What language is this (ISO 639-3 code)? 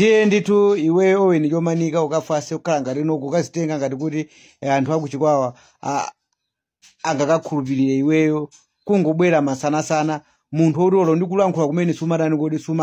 nya